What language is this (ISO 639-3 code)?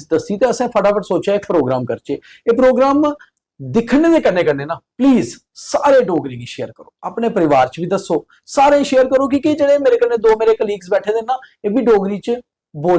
doi